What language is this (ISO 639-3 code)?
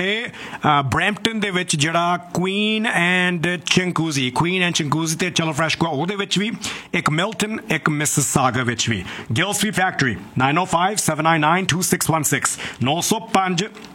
pan